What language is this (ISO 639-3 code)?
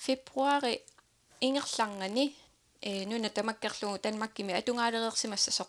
kal